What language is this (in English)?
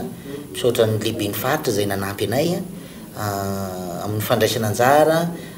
Malagasy